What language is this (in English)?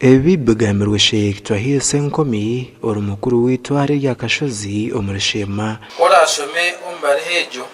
Nyankole